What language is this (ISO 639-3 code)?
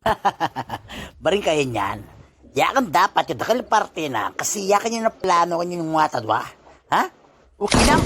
itv